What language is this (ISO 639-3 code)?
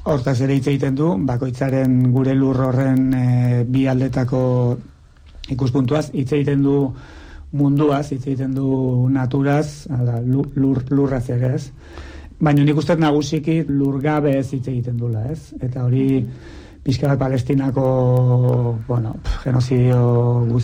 eus